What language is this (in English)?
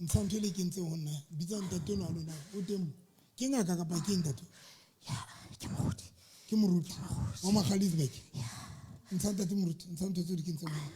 Southern Sotho